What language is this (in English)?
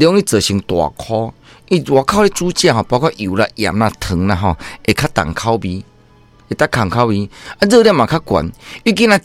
Min Nan Chinese